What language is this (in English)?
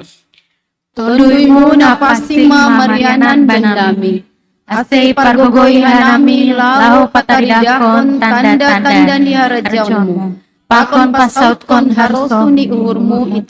Batak Simalungun